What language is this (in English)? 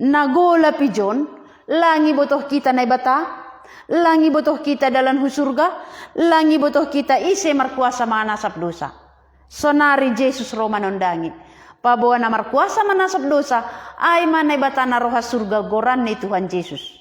Batak Simalungun